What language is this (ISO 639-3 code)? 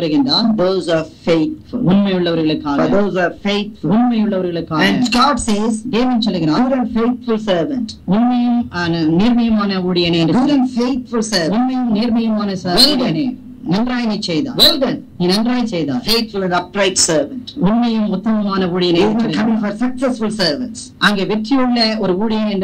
tam